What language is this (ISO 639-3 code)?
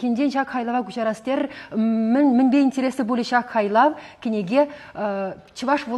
chv